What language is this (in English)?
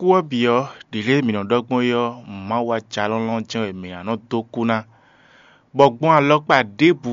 Fon